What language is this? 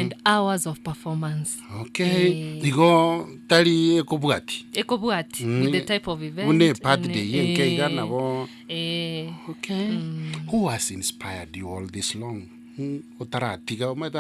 Gusii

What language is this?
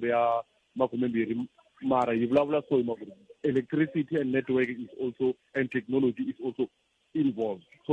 Tsonga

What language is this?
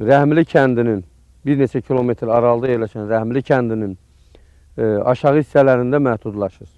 Azerbaijani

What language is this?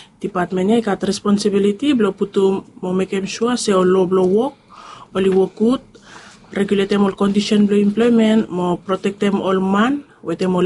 Bislama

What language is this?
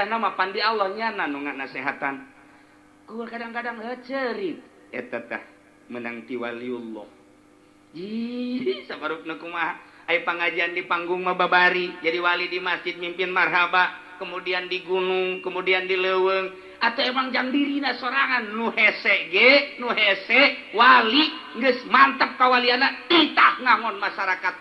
Sundanese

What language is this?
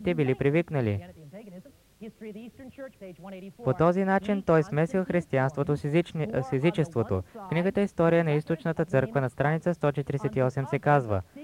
Bulgarian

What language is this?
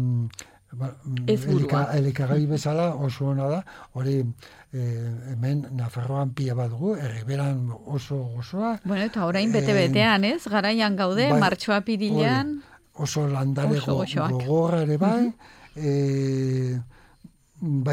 Basque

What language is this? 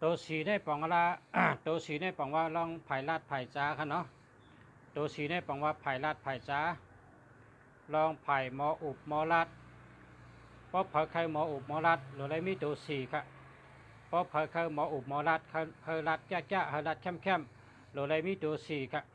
Shan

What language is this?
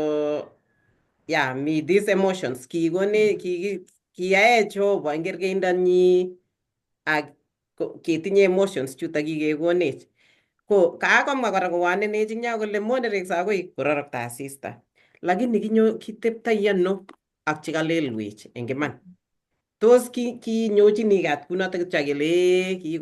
Kalenjin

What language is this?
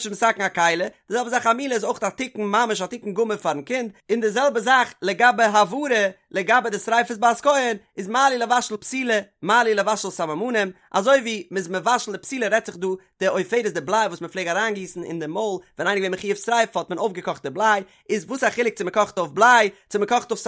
Yiddish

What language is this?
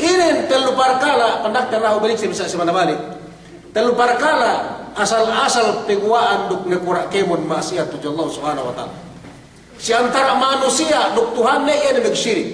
Yakan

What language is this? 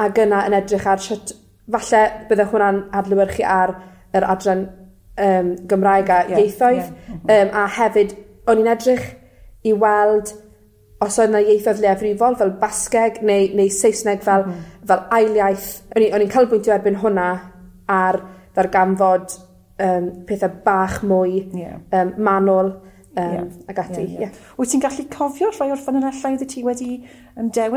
Welsh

